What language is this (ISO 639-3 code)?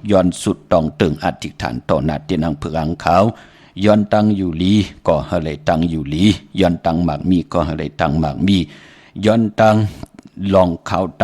shn